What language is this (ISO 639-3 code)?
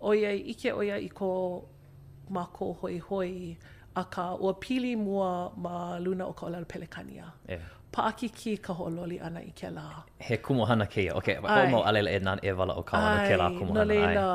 haw